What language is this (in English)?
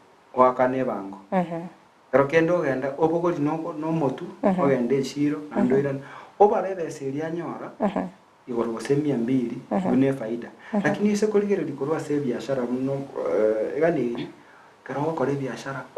Gusii